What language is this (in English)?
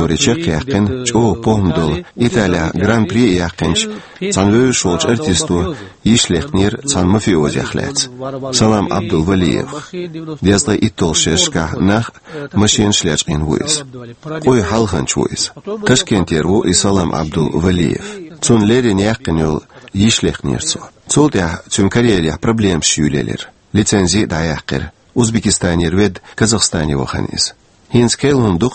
Chechen